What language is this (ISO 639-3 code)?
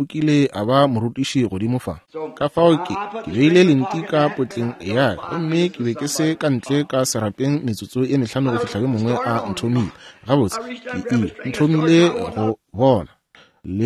nso